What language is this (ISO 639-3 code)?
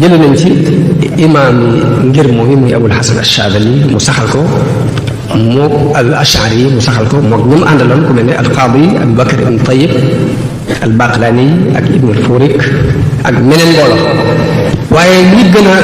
wol